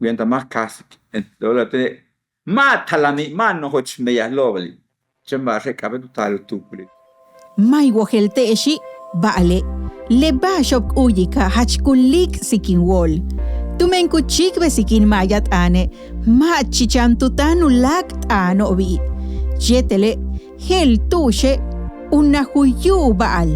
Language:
Yucateco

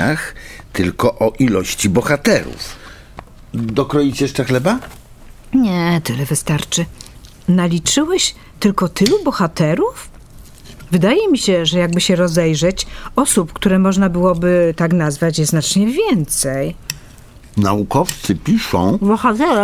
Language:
Polish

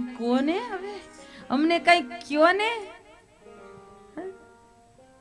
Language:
Gujarati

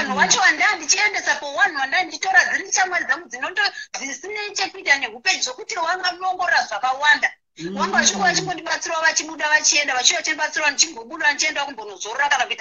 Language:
Shona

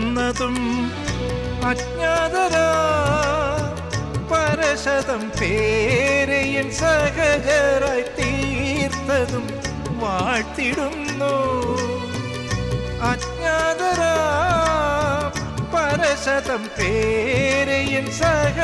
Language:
Malayalam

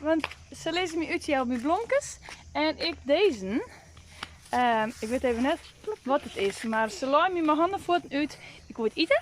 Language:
Western Frisian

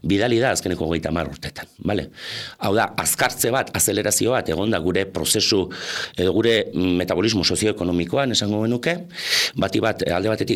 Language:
Basque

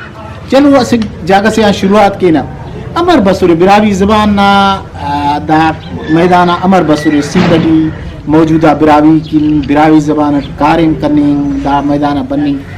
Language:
Brahui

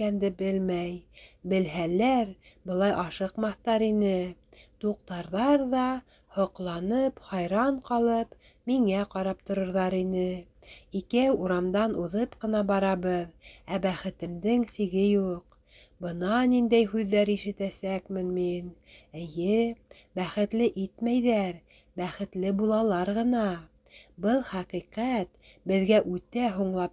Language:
Bashkir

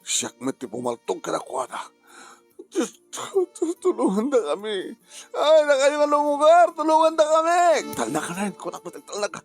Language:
Iloko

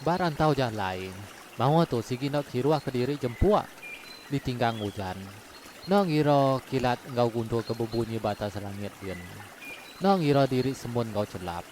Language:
Iban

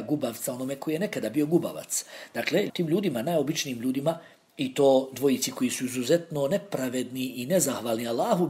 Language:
Bosnian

